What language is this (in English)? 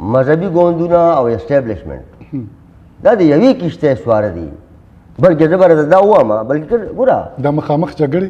Pashto